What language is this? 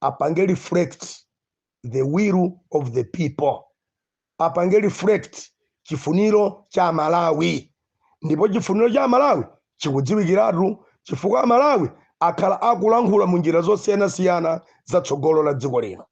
Nyanja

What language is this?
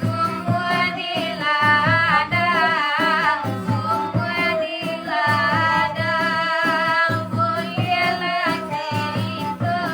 Minangkabau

